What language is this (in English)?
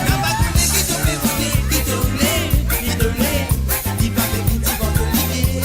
Morisyen